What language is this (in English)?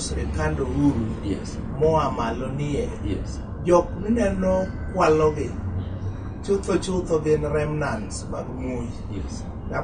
Luo (Kenya and Tanzania)